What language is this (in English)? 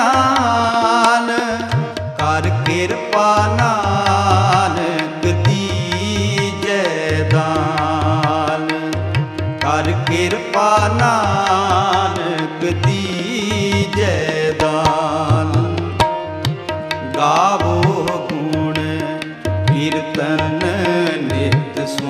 Punjabi